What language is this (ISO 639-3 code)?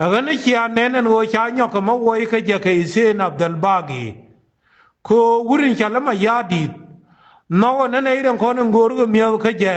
nus